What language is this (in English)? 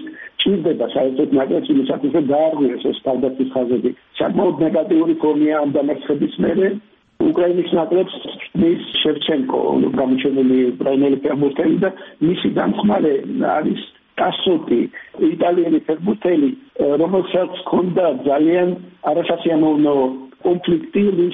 Georgian